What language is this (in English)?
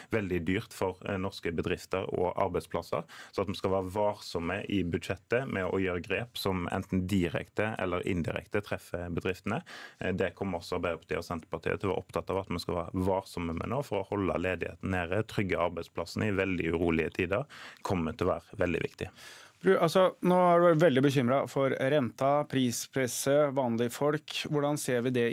Norwegian